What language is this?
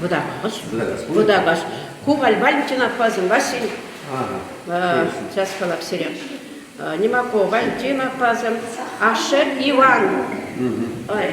Chuvash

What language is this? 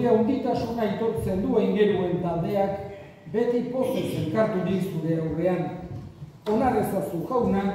Basque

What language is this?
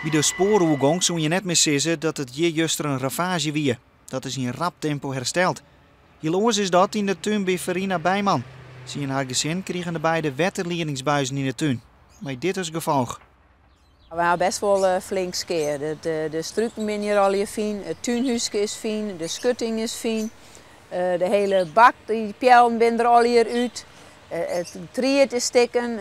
Western Frisian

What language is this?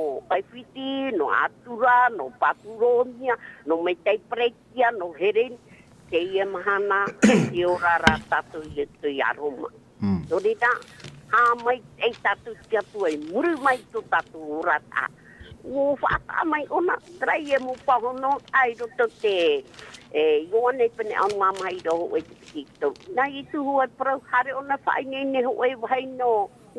Tahitian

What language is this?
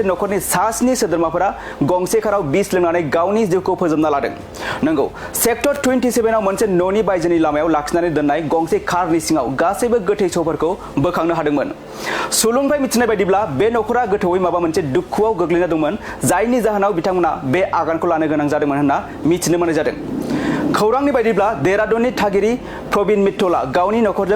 Bodo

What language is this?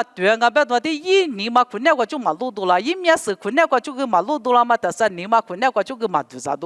Lisu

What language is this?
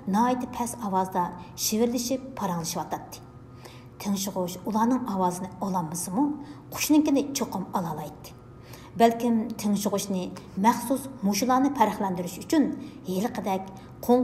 Uyghur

